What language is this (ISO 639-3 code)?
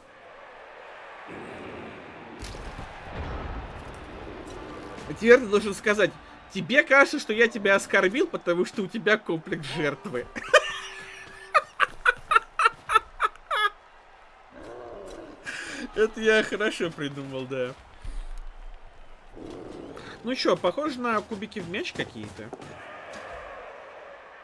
rus